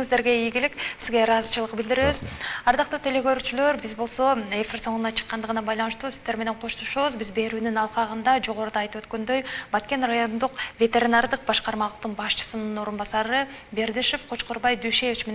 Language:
Kyrgyz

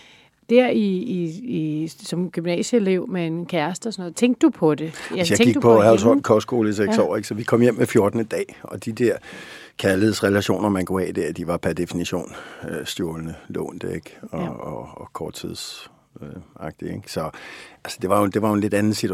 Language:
Danish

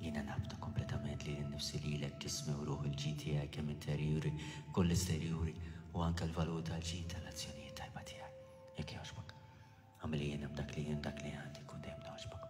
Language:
Maltese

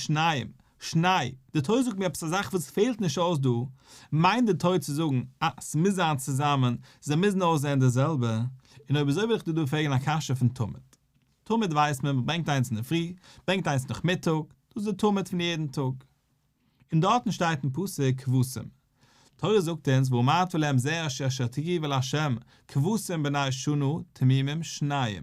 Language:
Yiddish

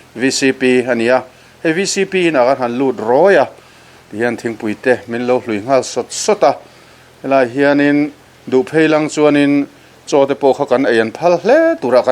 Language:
Mizo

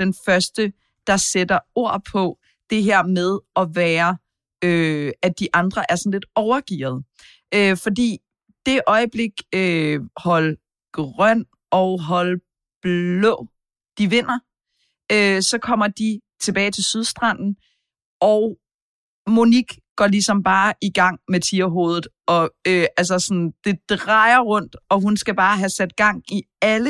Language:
Danish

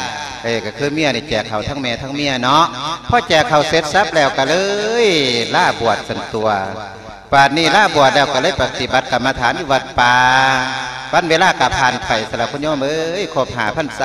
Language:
Lao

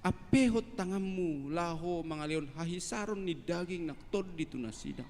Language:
Batak Toba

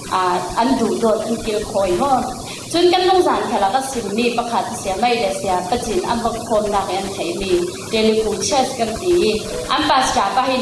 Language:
Falam Chin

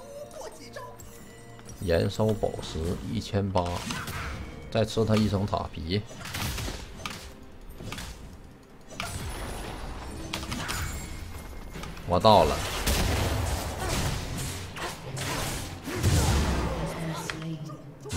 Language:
Chinese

